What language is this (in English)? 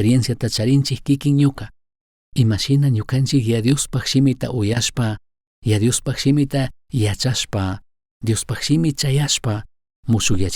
Chimborazo Highland Quichua